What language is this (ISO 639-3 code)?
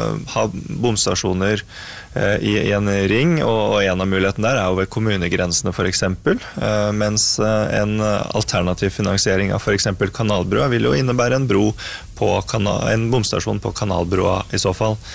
nor